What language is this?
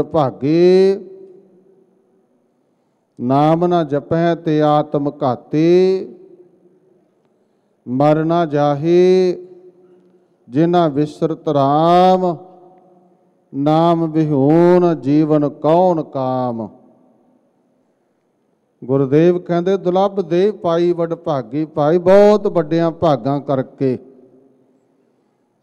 Punjabi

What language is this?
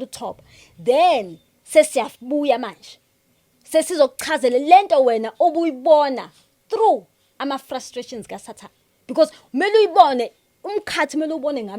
Zulu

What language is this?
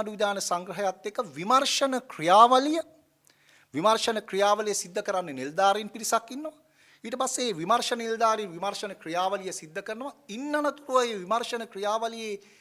Sinhala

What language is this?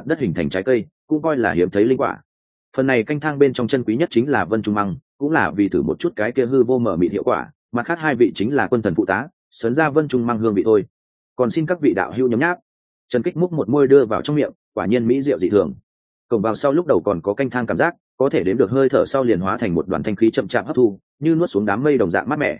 Vietnamese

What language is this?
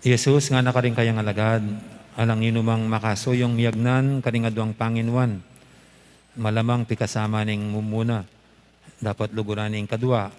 Pampanga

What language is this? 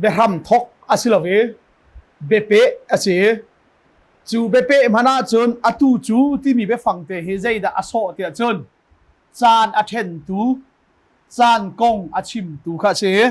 Hakha Chin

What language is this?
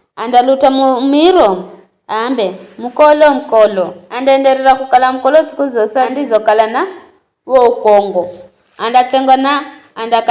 Giryama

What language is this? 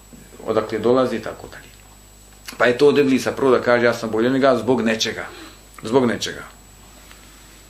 Bosnian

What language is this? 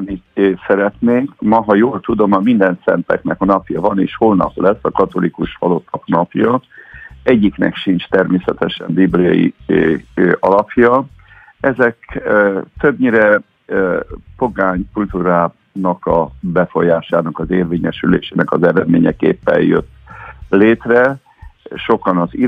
Hungarian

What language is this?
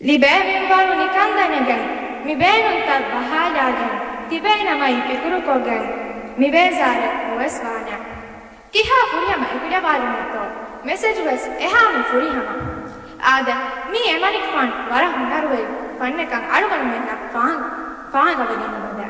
Divehi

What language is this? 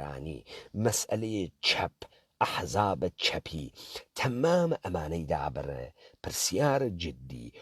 Central Kurdish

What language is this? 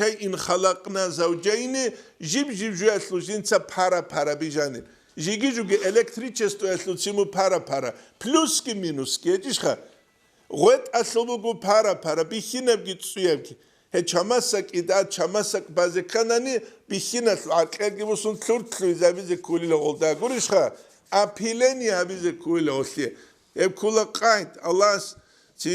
Avaric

